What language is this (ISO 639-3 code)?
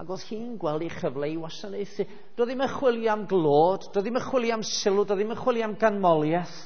cym